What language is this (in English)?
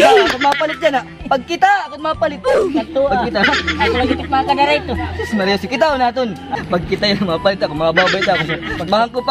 Waray